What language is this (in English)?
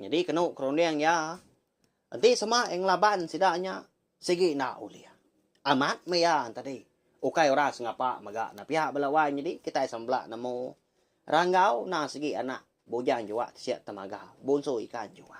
Iban